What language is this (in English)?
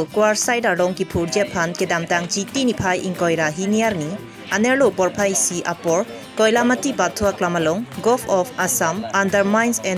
Karbi